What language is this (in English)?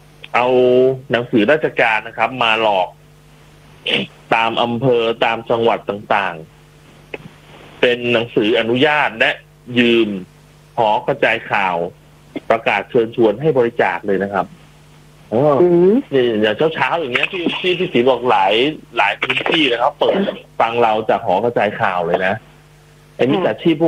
Thai